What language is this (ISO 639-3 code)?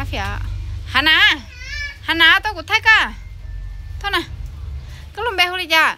hmn